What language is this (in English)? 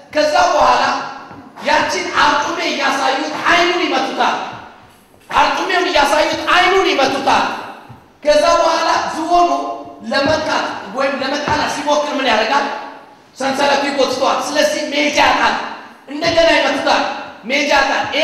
Amharic